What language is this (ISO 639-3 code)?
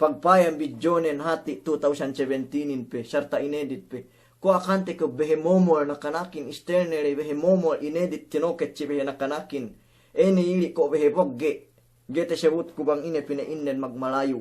yka